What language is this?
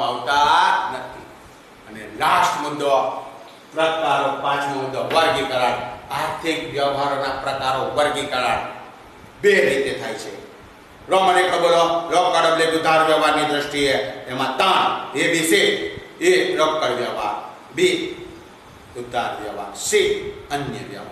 Gujarati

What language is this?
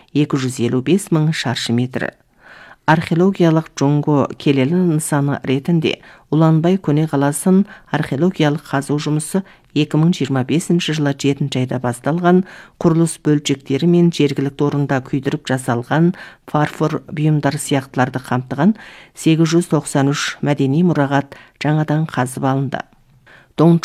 Kazakh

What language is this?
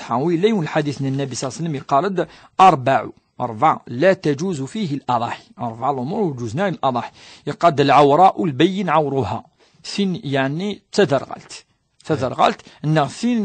Kabyle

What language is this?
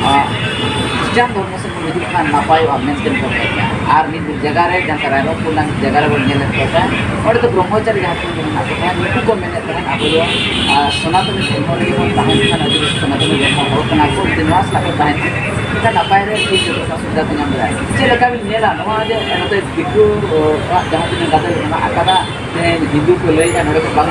Santali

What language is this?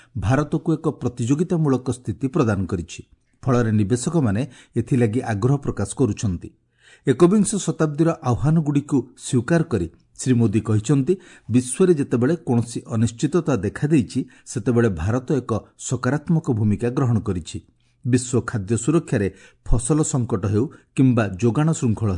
Odia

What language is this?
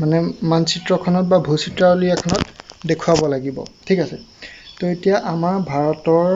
Assamese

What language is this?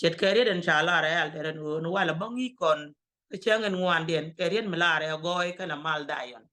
Nuer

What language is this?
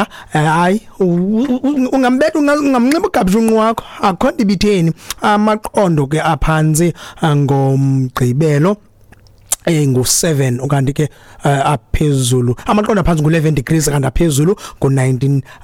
Xhosa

